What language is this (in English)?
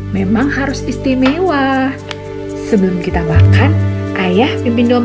Indonesian